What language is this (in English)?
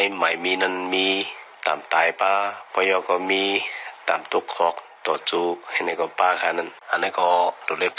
Shan